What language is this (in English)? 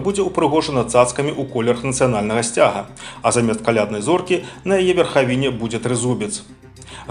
Belarusian